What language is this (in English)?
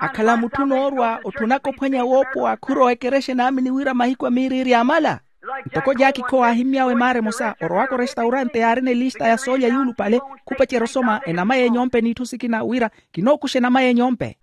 Makhuwa